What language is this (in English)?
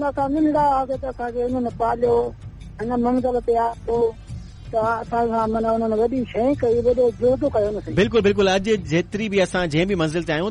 Sindhi